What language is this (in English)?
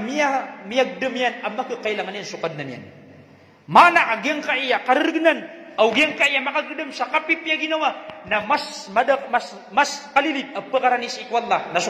Maranao